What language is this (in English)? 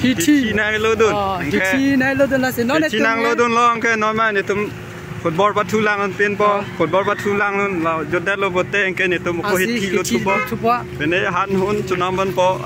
Karbi